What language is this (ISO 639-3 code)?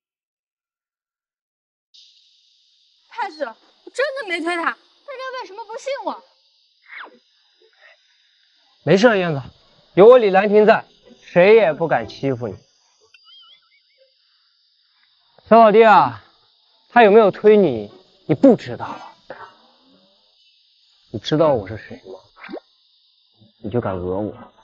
zho